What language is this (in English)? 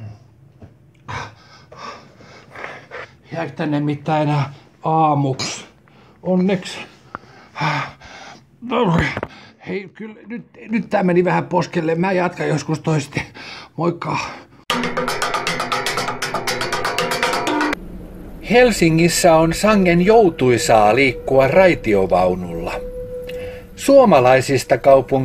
Finnish